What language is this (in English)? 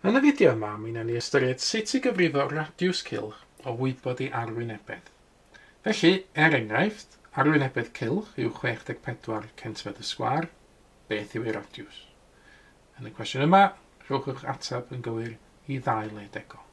Welsh